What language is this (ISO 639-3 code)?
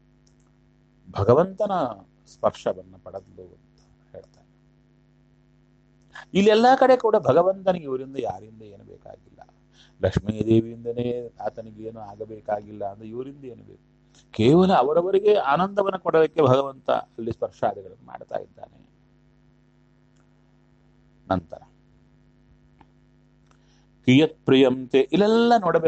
kan